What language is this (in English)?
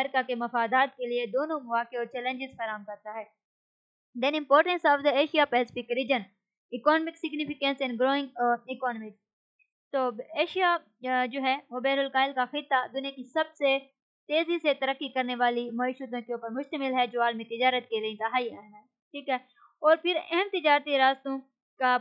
Urdu